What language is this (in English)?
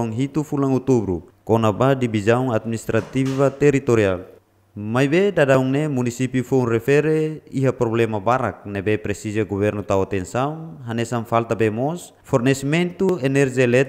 Tetum